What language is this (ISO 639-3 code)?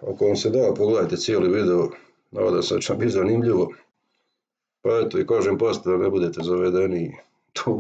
hrv